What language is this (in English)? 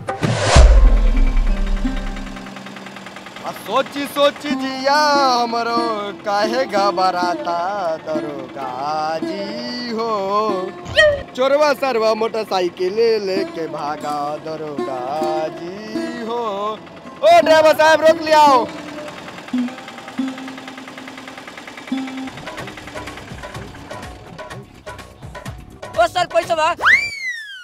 Bhojpuri